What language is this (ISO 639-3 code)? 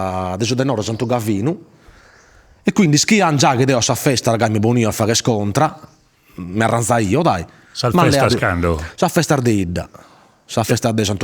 srd